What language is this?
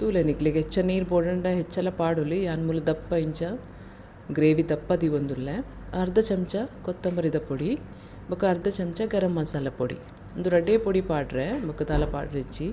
Tulu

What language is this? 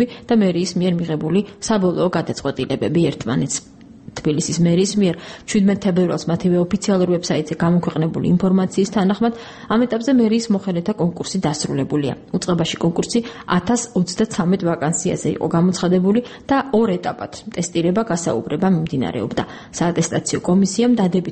Georgian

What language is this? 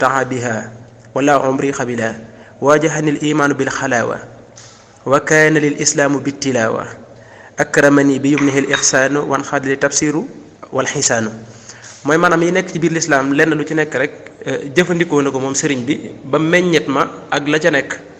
Wolof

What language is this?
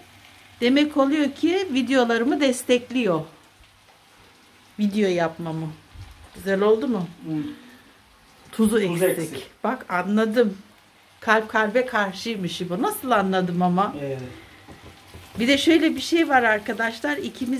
Turkish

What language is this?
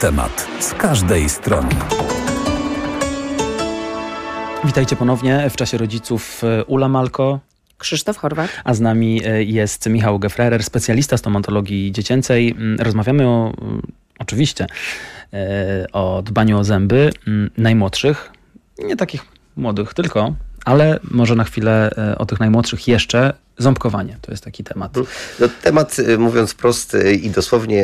Polish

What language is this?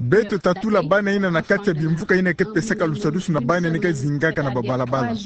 Kituba (Democratic Republic of Congo)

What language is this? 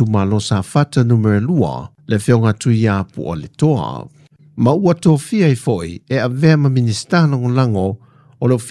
Samoan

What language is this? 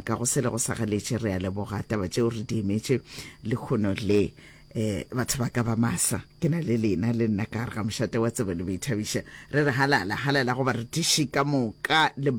Northern Sotho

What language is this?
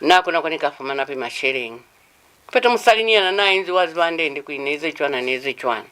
Lozi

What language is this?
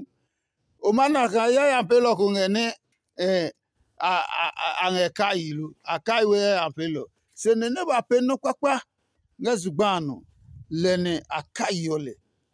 Adangme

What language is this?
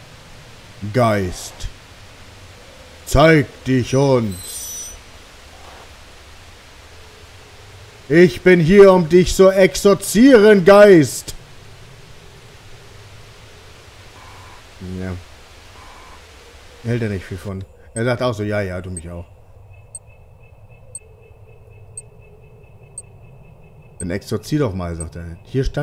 German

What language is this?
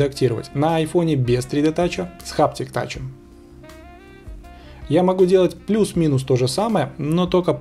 Russian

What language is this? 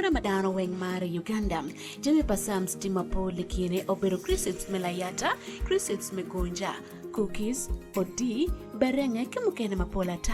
Acoli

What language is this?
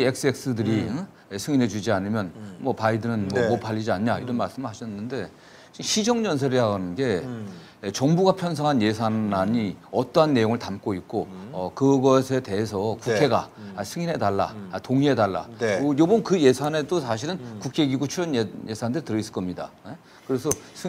Korean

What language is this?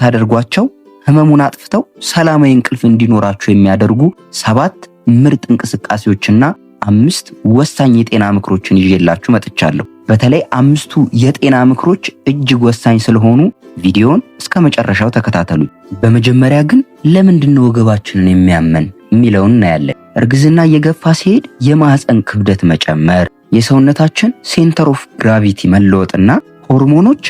Amharic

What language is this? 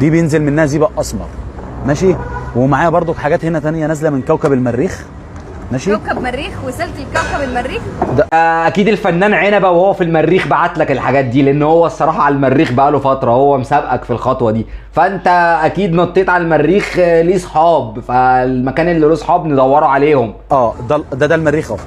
Egyptian Arabic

